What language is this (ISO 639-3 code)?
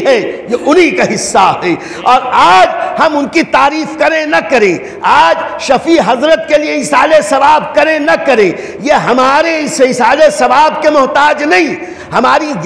urd